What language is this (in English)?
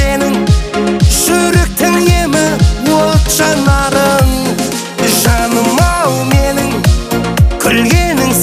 Kazakh